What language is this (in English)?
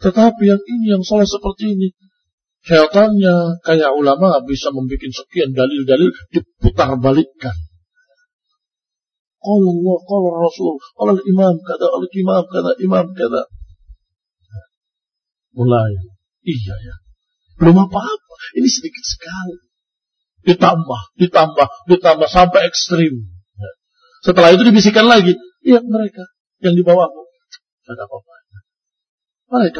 Indonesian